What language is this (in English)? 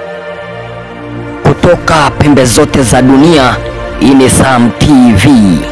Swahili